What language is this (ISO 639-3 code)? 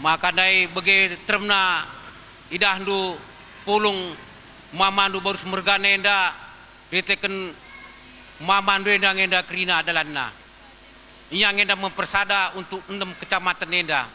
btx